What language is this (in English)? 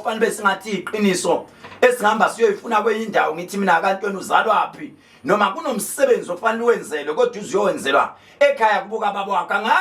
Zulu